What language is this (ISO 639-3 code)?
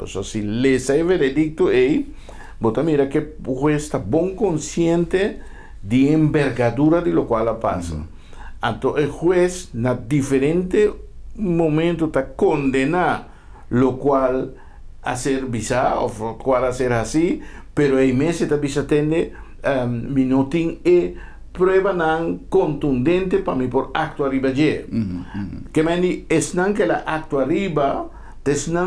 pap